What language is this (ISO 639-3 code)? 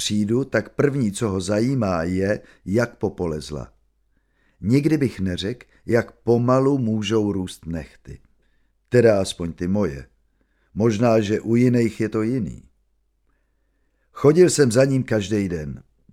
ces